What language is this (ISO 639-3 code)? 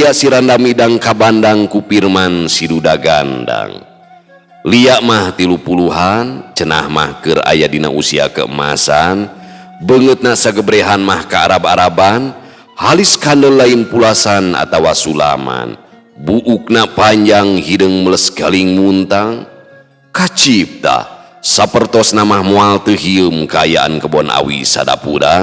sun